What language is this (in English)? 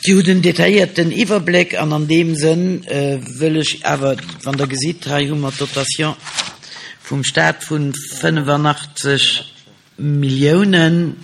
Luxembourgish